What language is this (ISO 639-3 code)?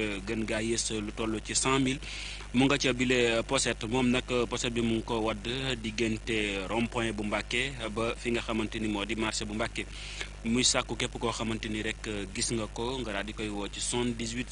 wol